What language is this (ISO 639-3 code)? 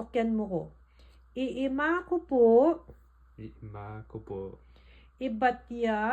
pam